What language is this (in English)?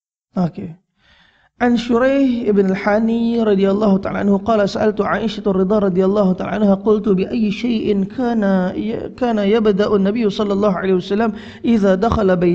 Malay